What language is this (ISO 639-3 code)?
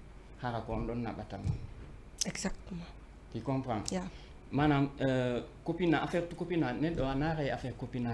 ful